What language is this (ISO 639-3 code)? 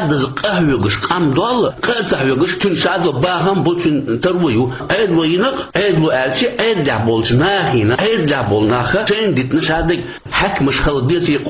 che